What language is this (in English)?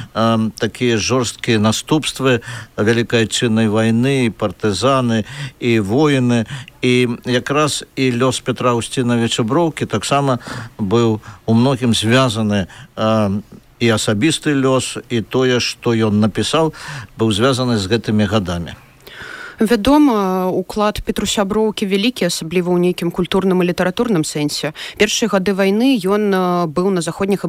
Belarusian